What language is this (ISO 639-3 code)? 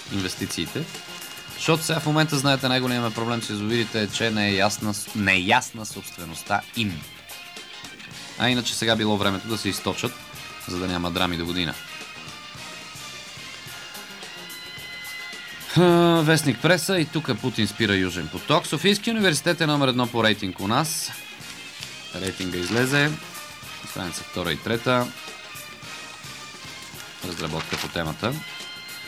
bul